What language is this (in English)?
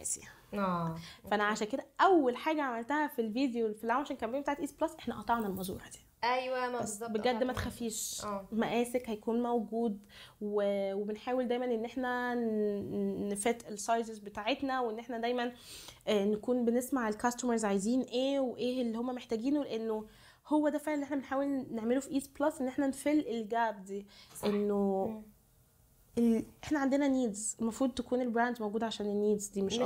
Egyptian Arabic